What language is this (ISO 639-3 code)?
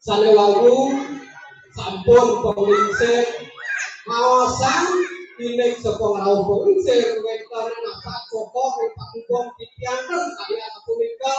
ban